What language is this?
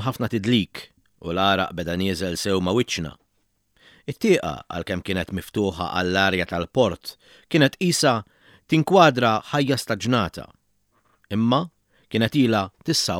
Maltese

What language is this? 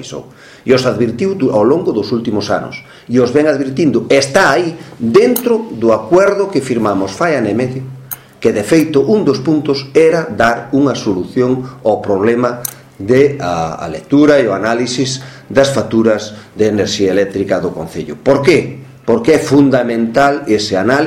Galician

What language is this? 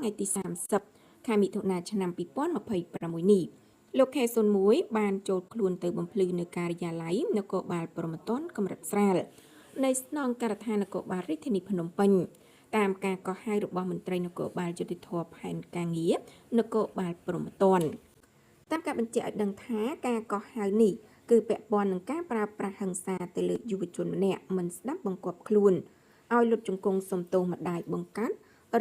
Khmer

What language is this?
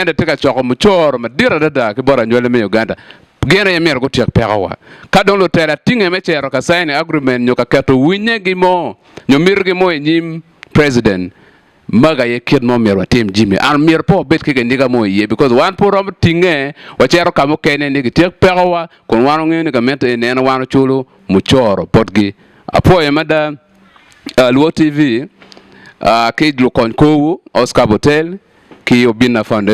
Acoli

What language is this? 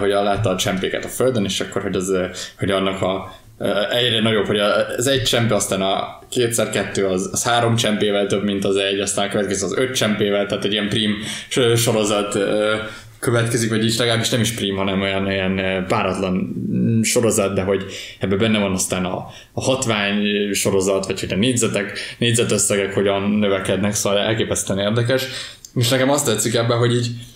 Hungarian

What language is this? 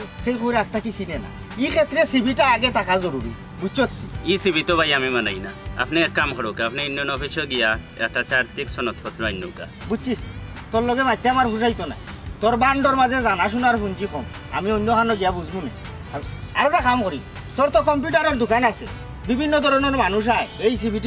Sylheti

